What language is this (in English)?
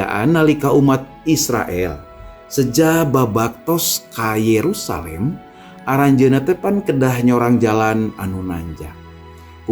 Sundanese